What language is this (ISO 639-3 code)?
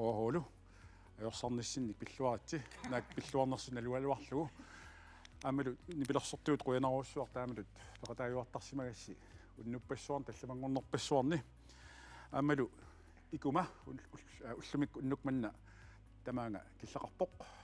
kal